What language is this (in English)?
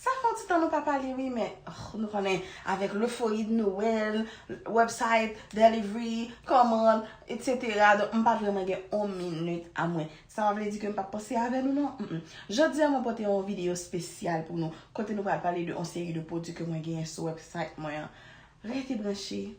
Haitian Creole